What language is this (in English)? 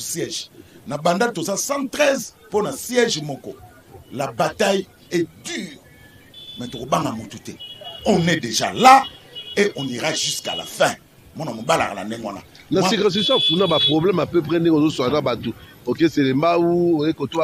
Lingala